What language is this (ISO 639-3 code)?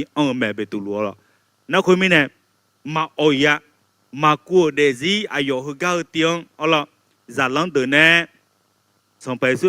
ahk